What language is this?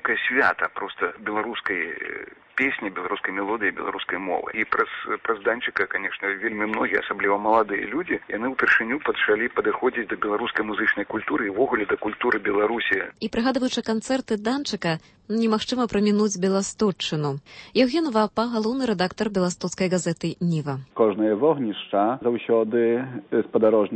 Belarusian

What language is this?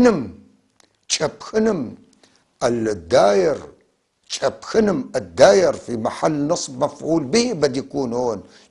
North Levantine Arabic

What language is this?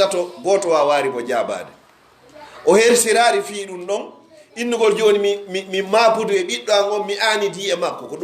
Pular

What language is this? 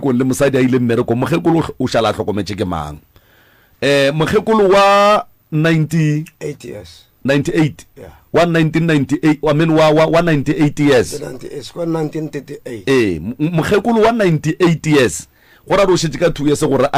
Northern Sotho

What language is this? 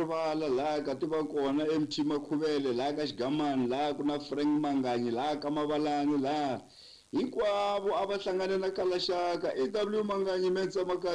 Tsonga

